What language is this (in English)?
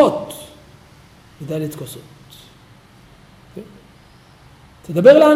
Hebrew